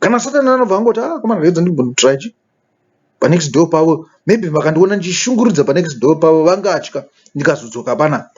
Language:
Shona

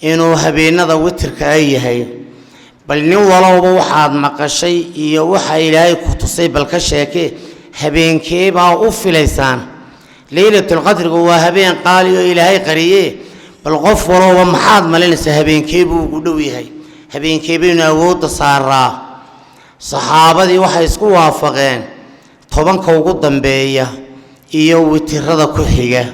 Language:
Somali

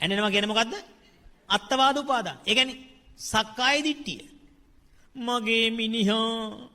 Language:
Sinhala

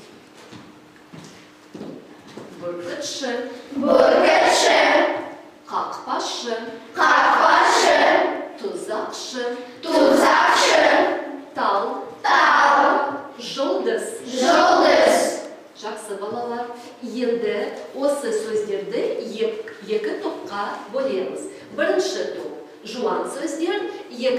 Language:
Kazakh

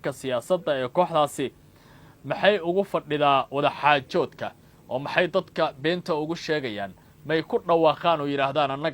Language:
Somali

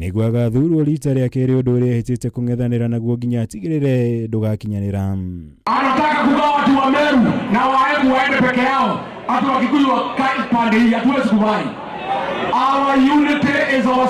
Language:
Kikuyu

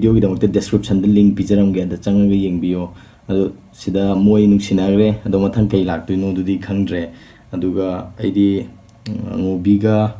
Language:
Manipuri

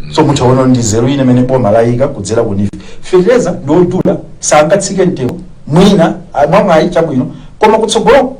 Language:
Nyanja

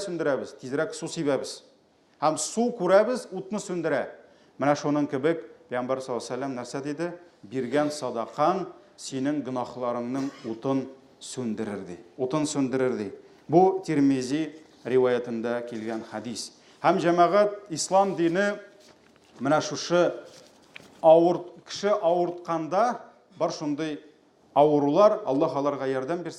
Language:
Tatar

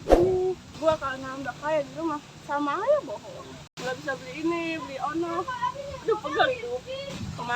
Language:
Betawi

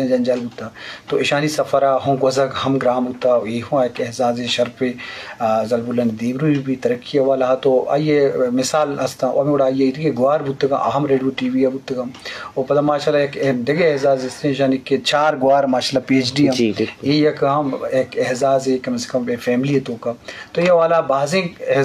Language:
Eastern Balochi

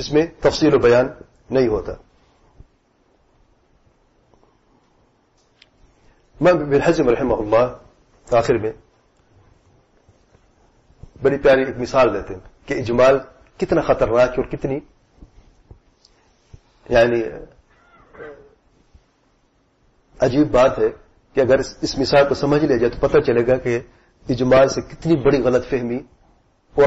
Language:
Urdu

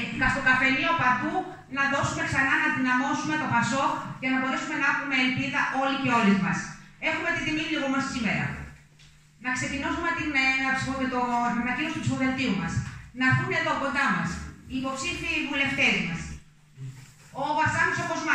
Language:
Greek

